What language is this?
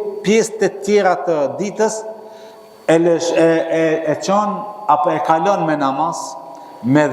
Albanian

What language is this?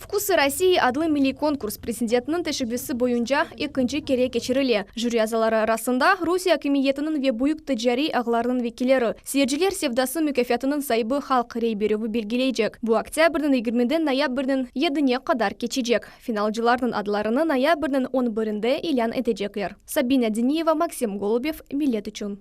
Crimean Tatar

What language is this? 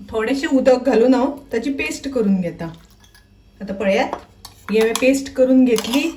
Konkani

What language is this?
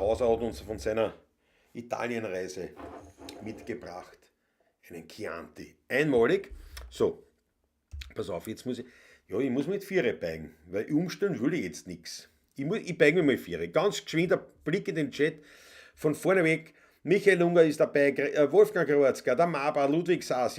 Bavarian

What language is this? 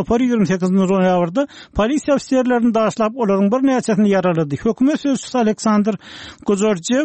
Turkmen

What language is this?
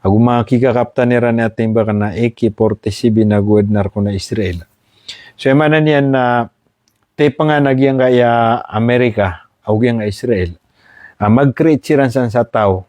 Maranao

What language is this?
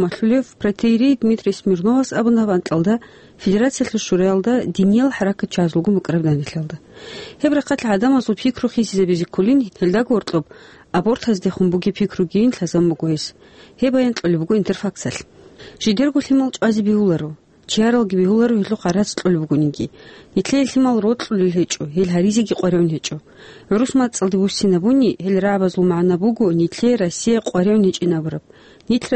Avaric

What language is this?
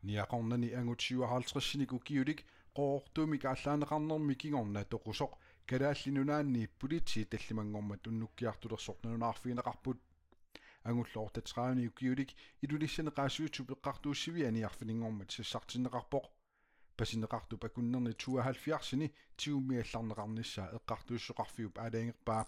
Kalaallisut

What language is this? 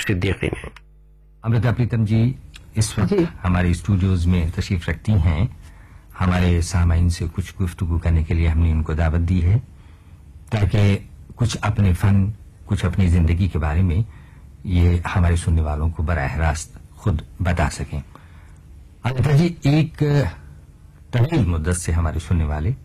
Urdu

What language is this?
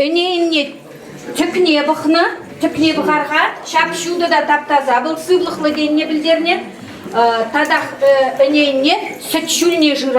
Chuvash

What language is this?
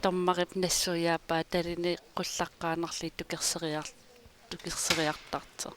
Kalaallisut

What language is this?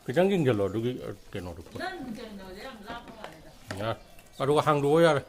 Manipuri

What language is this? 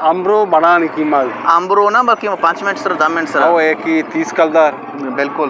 Eastern Balochi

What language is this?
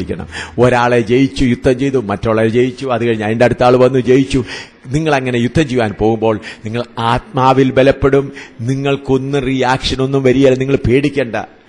Malayalam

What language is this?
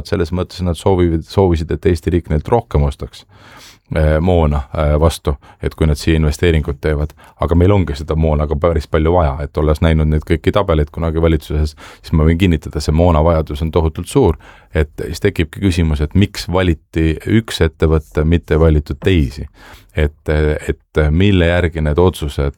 Estonian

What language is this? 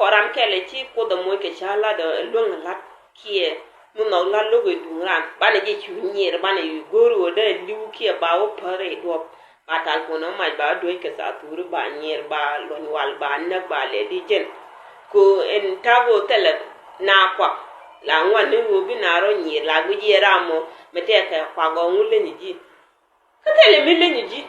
Nuer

